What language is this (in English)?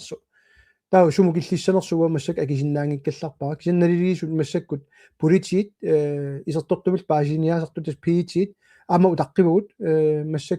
Kalaallisut